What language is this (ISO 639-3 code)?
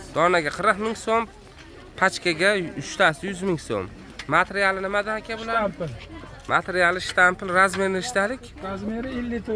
uzb